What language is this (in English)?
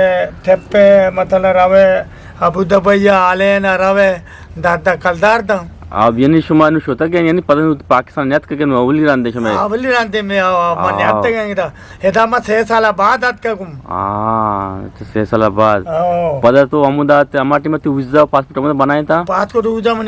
Eastern Balochi